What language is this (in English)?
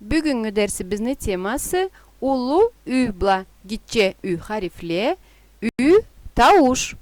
Karachay-Balkar